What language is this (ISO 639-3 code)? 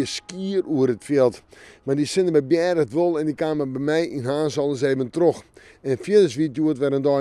fry